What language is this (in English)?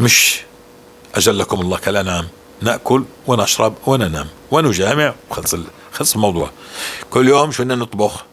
North Levantine Arabic